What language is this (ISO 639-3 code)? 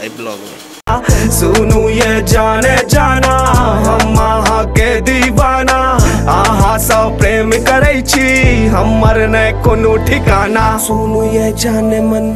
mai